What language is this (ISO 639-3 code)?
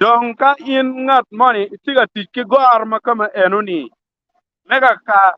ach